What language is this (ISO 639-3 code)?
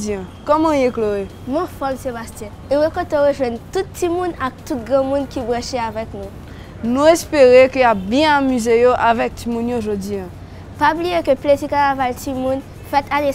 hat